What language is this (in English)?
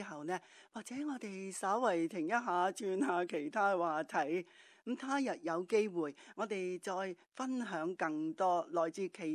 Cantonese